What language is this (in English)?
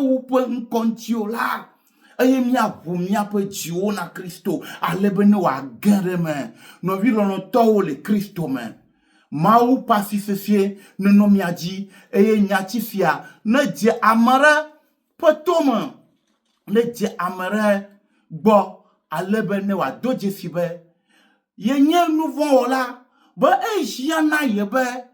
Ewe